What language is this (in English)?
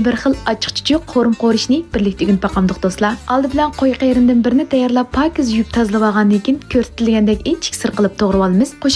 Uyghur